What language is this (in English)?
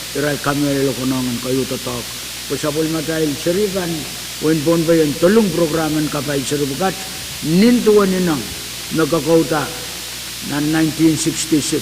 Pohnpeian